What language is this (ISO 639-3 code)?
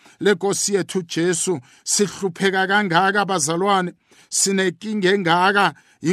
nbl